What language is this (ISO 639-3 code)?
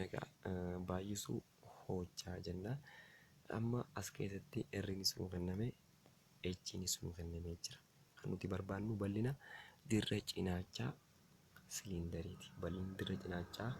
orm